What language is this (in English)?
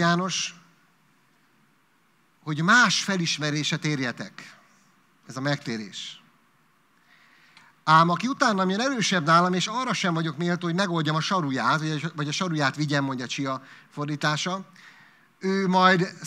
Hungarian